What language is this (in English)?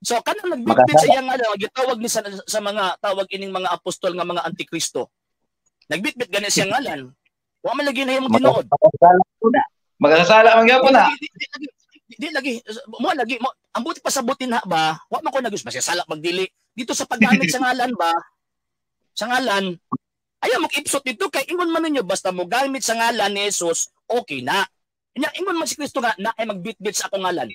Cebuano